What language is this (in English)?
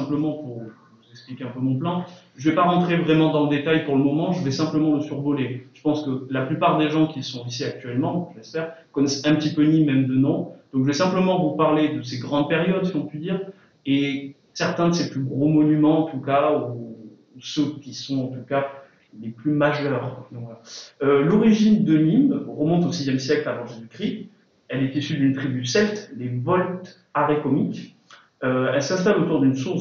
French